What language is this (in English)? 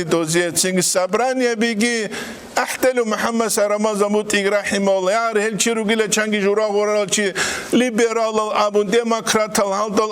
Avaric